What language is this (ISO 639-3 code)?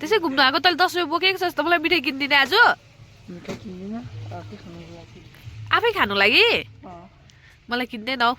nep